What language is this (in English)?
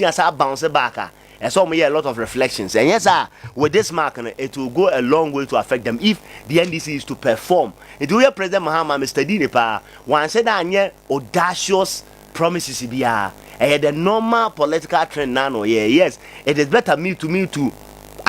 Akan